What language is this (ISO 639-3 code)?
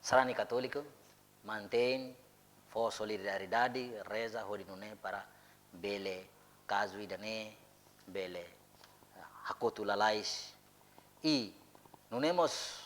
tet